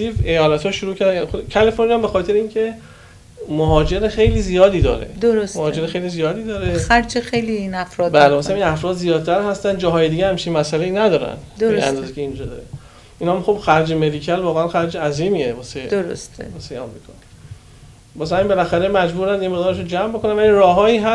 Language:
Persian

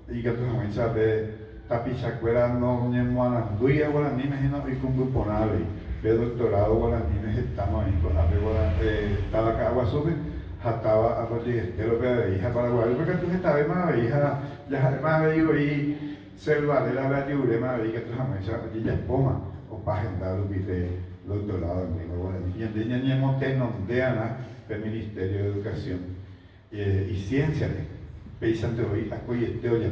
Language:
Guarani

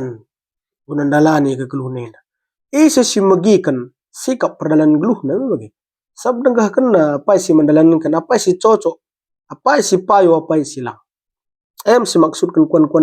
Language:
Batak Karo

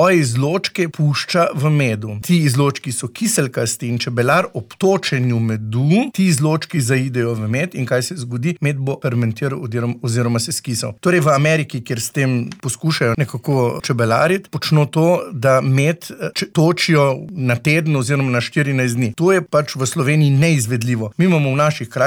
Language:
Slovenian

